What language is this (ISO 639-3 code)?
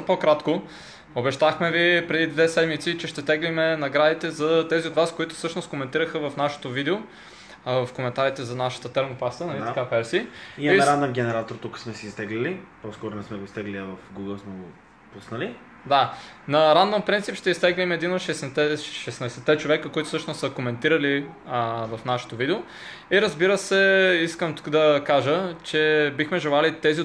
bul